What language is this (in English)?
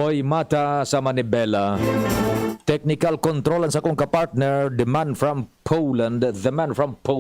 Bikol